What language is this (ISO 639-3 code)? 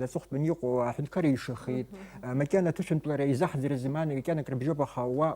abk